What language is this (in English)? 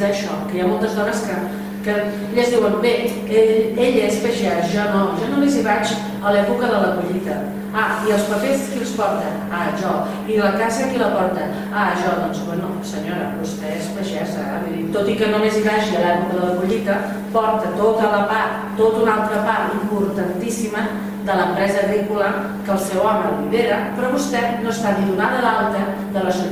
Catalan